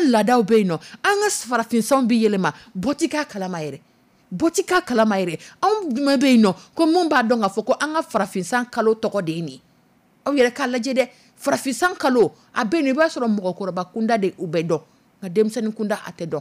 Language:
Dyula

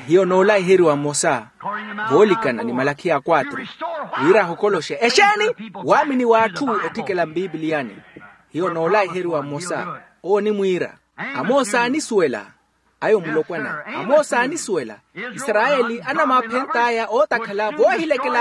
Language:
Makhuwa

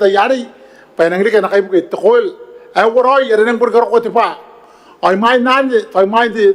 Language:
Gilbertese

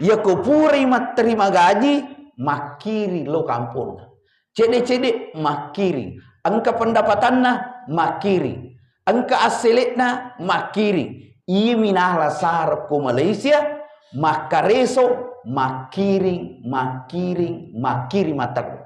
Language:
Buginese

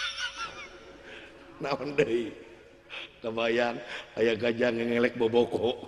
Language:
Sundanese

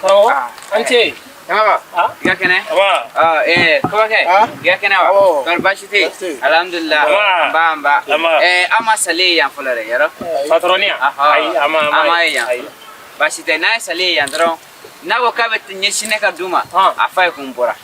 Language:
Bambara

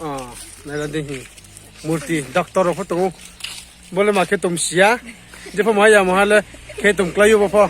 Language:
Riang (India)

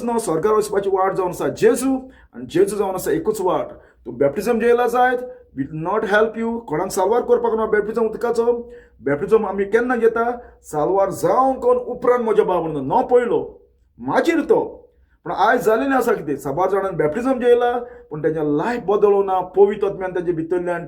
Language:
Konkani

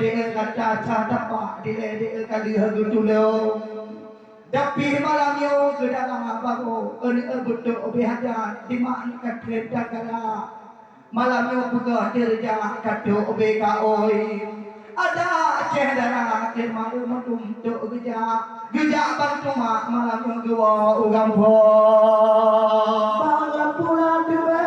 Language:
Achinese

